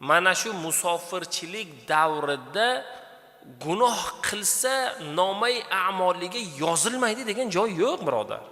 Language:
Uzbek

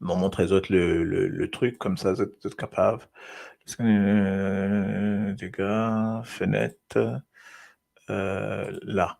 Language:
Morisyen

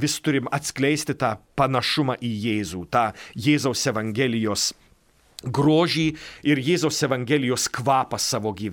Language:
Lithuanian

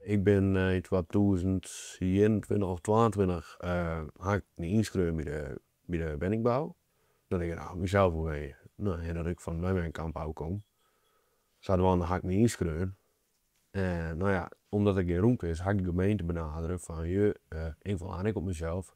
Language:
Western Frisian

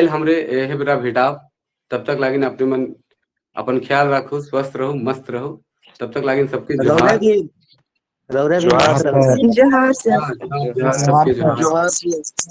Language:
Sadri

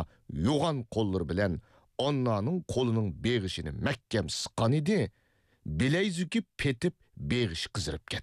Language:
Uyghur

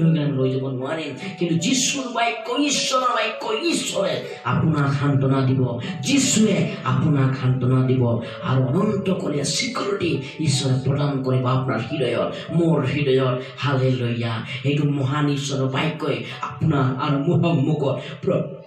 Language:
Assamese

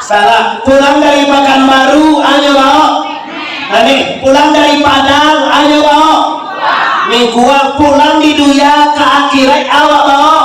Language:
Minangkabau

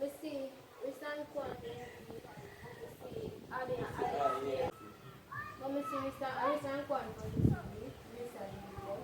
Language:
Jamaican Creole English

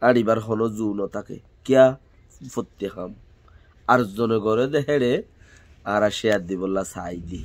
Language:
Rohingya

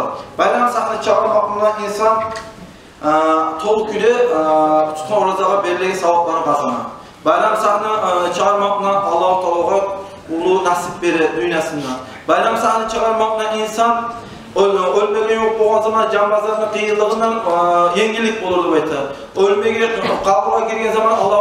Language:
Kumyk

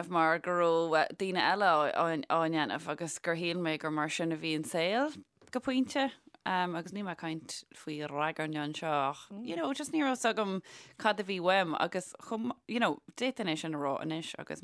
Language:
Irish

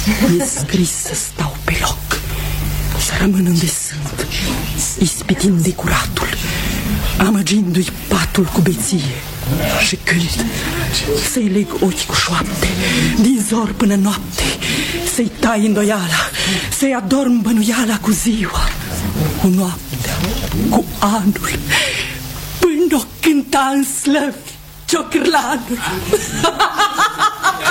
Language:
Romanian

